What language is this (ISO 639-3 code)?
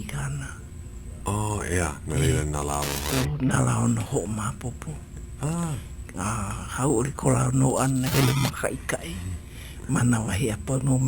haw